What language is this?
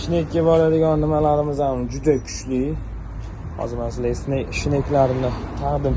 Uzbek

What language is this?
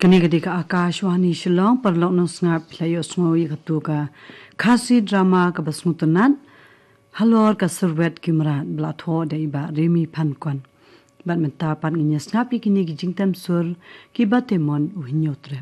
Khasi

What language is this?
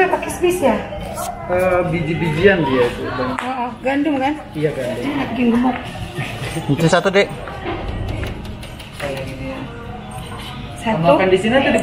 Indonesian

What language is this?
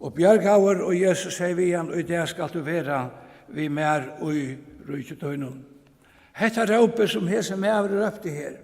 Faroese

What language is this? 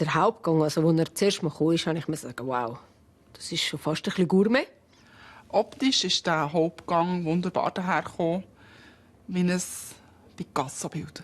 Swiss German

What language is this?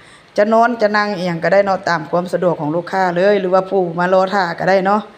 Lao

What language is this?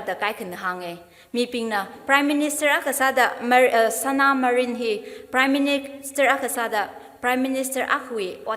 Tangkhul Naga (India)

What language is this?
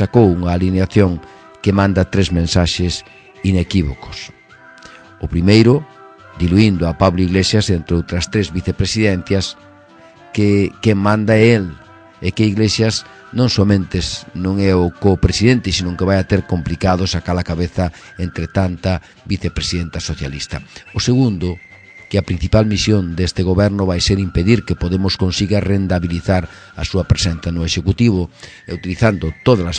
Galician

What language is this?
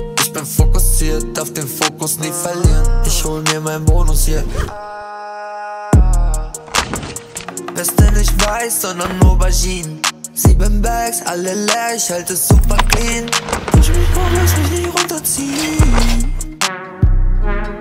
German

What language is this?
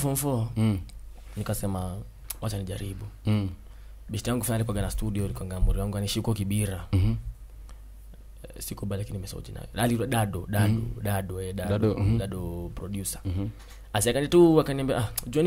Swahili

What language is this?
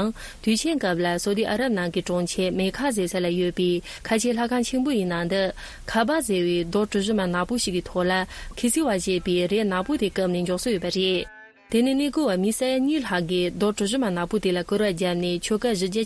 Tibetan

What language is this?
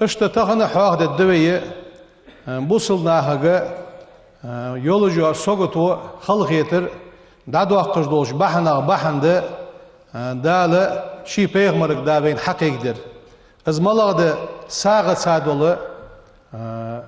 Ingush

